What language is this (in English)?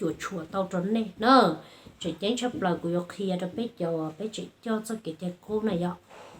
Hmong